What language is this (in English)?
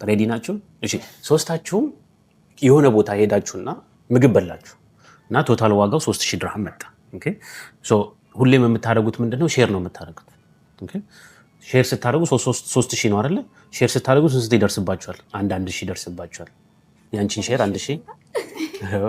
Amharic